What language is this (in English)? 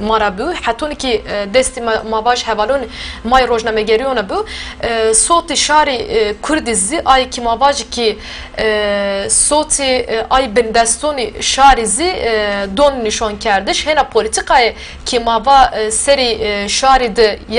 Zaza